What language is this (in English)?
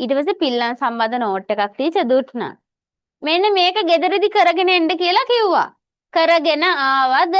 Sinhala